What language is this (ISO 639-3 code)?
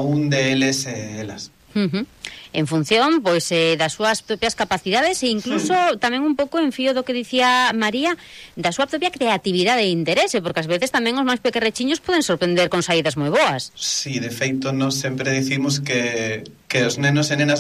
glg